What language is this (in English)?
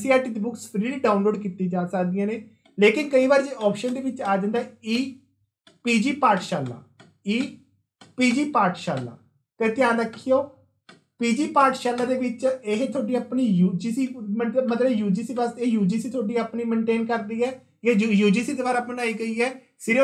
Punjabi